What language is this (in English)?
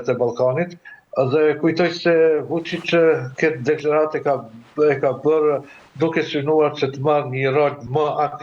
Albanian